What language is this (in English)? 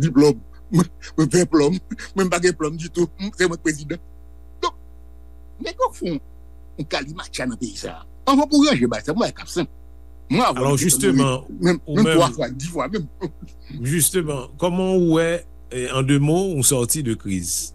Haitian Creole